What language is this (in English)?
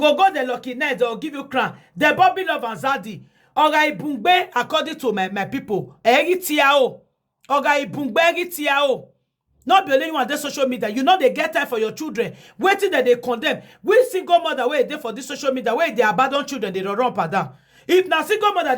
Nigerian Pidgin